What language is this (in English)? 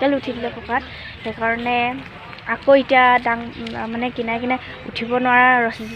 Assamese